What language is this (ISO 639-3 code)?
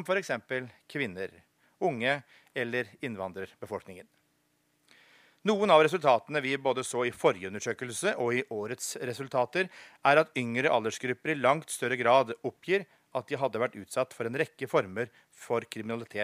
nor